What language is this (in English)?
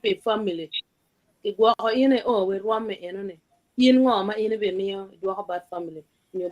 Acoli